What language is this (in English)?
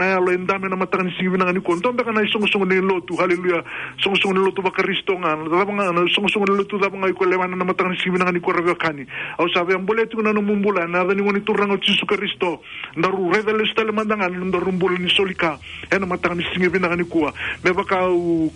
Fijian